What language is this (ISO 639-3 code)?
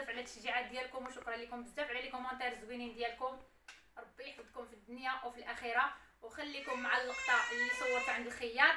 ary